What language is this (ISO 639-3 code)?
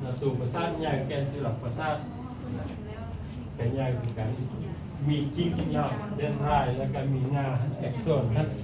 lao